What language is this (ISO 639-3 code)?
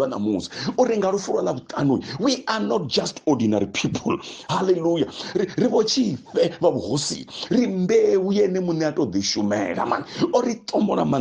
ven